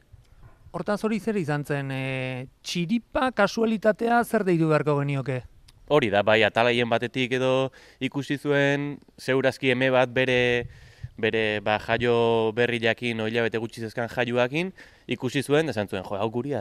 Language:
Basque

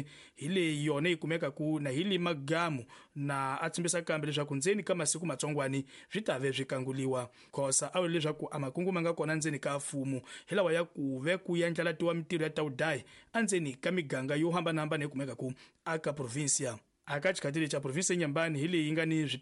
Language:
Tsonga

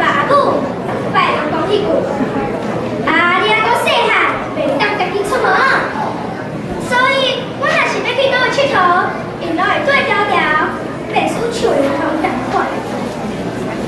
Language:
Min Nan Chinese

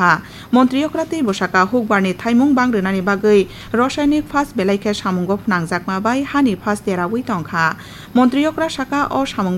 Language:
Kok Borok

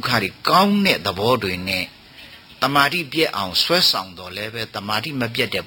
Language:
Burmese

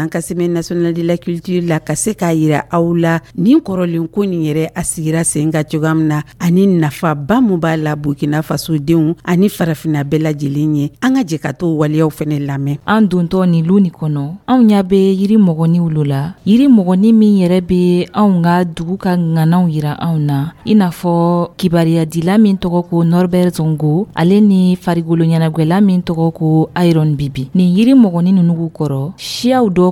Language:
Dyula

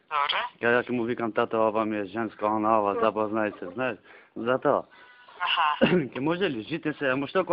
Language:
Macedonian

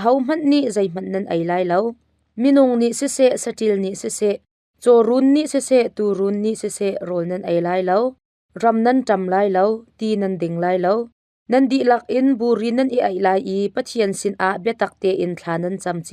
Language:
Hakha Chin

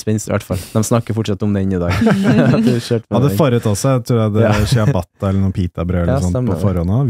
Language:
Norwegian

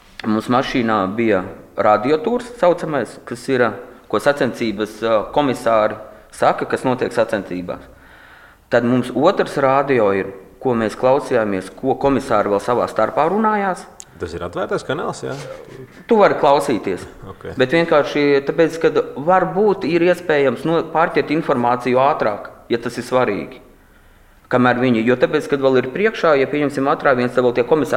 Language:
Latvian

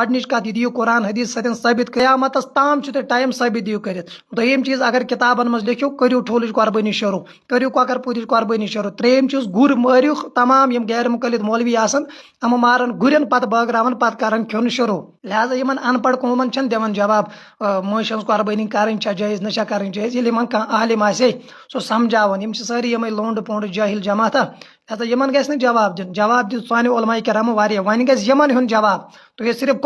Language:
Kashmiri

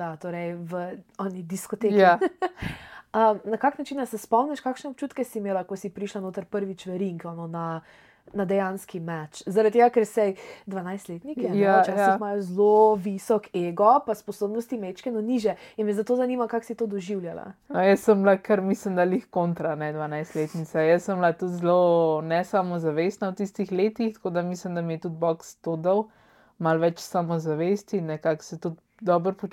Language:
Slovenian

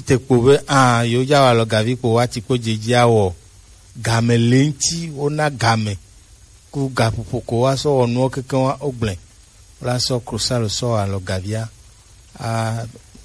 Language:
Gen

